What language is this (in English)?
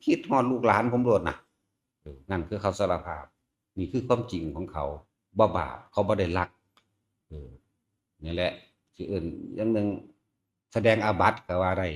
Northeastern Thai